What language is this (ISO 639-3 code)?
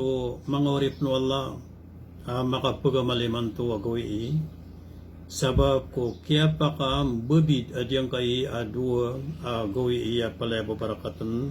mrw